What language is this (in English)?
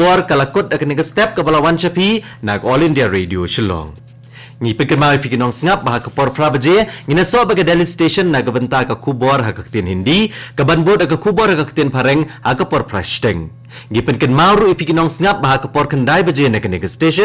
Khasi